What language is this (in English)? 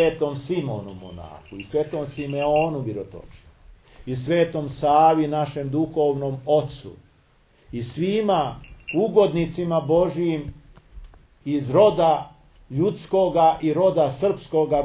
Serbian